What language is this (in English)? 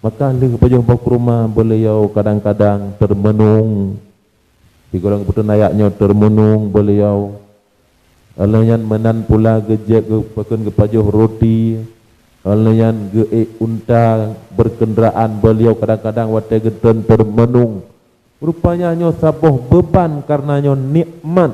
Achinese